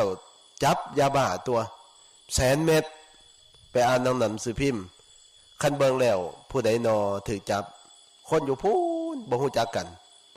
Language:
Northeastern Thai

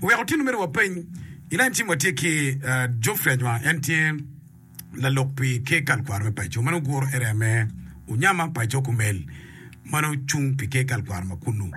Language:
Acoli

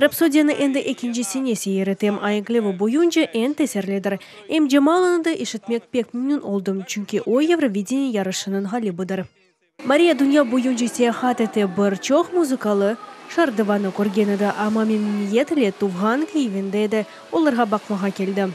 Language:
Crimean Tatar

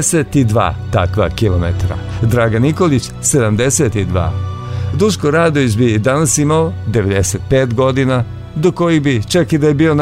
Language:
Serbian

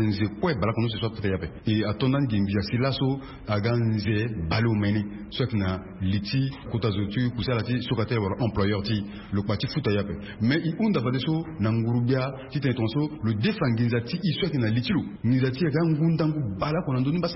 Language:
Sango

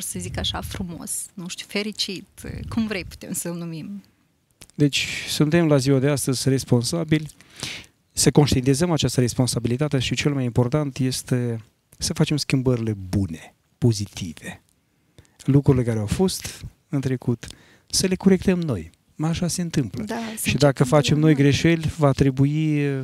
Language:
Romanian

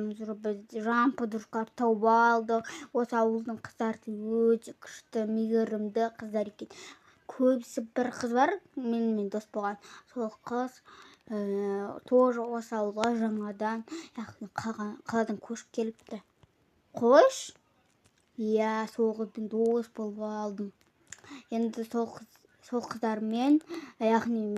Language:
Kazakh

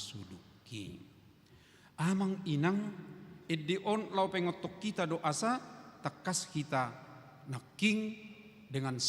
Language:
Batak Toba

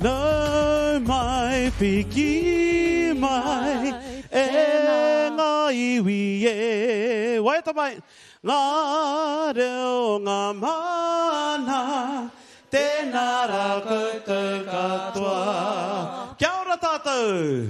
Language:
Māori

